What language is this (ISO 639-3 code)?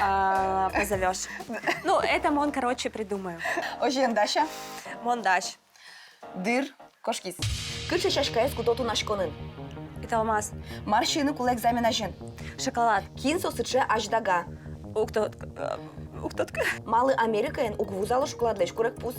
udm